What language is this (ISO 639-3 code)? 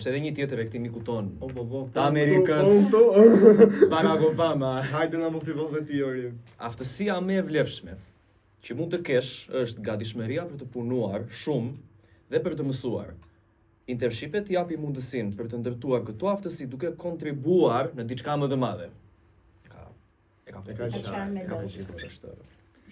sqi